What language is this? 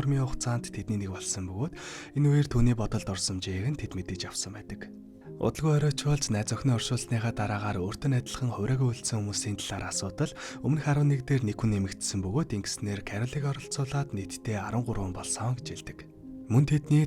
Mongolian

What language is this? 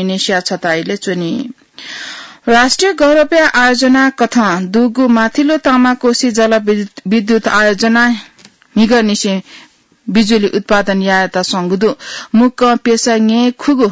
Newari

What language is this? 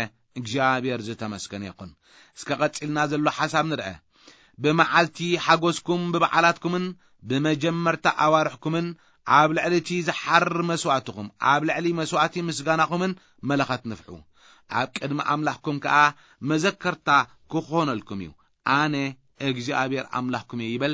Tigrinya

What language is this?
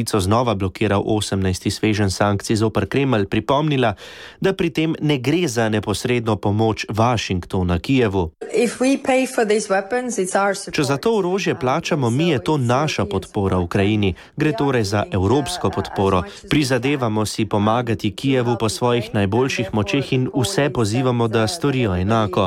Slovenian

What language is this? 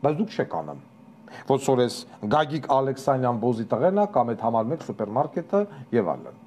Armenian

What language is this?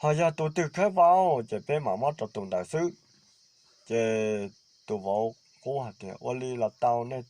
Hmong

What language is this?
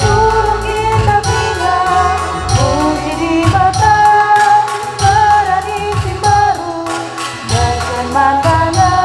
Batak Karo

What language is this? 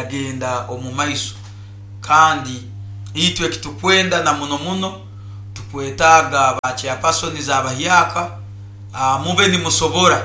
Nyoro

